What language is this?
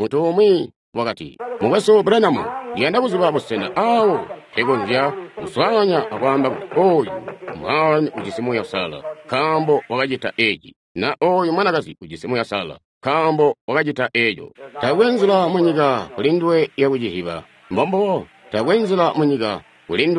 Tonga (Zambia)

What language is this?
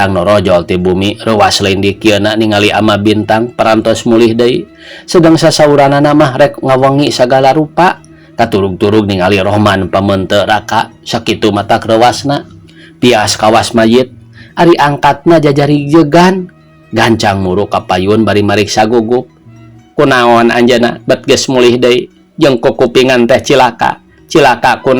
Sundanese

